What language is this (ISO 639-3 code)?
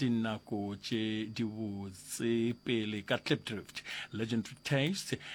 nso